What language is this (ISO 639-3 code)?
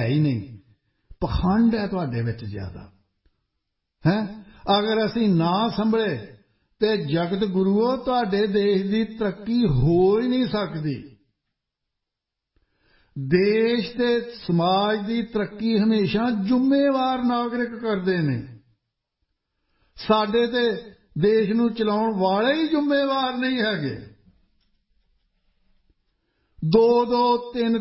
pan